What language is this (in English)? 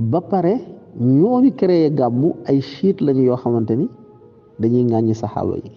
Wolof